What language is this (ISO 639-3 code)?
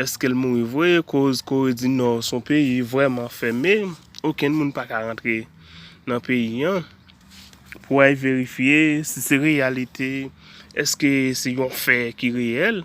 hat